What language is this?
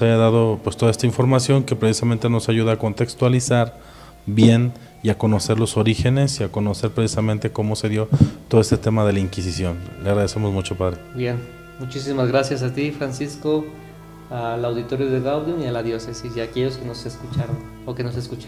Spanish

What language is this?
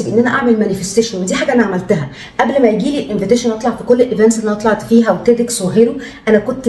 Egyptian Arabic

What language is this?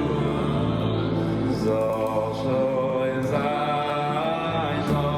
Yiddish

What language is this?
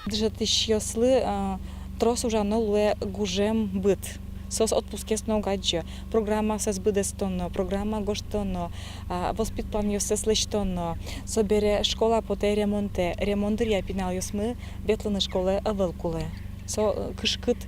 Udmurt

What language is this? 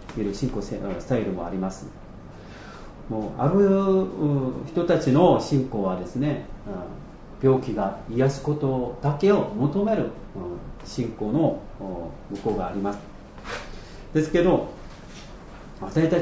Japanese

